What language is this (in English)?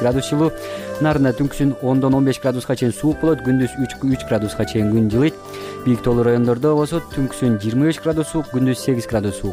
Kyrgyz